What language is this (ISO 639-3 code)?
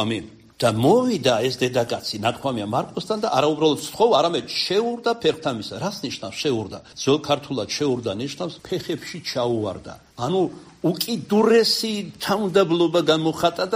kat